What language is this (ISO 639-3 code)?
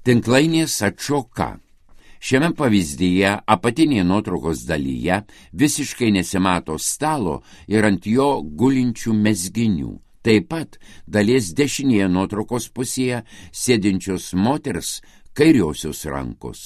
lit